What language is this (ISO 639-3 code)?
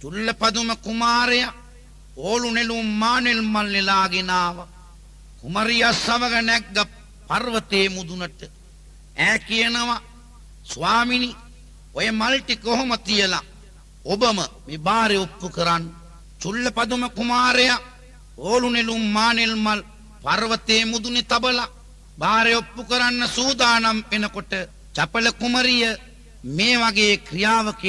sin